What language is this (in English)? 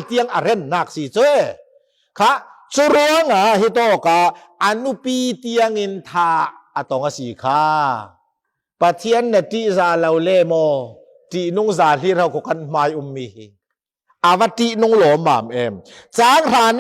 Falam Chin